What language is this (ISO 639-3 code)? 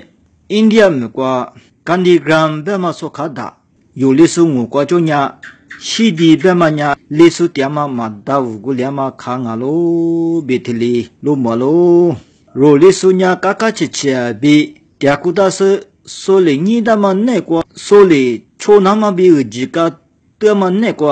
lis